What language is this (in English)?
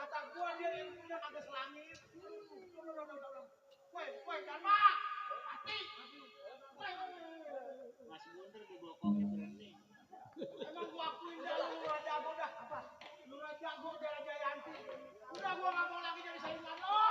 Betawi